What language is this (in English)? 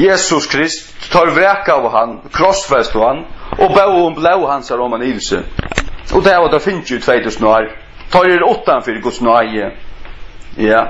Faroese